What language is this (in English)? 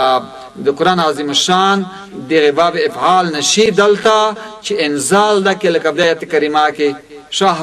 Pashto